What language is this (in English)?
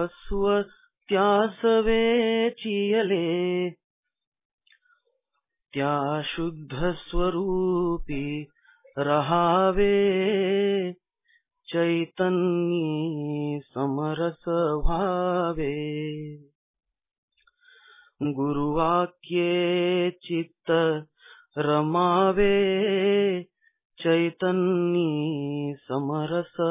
Marathi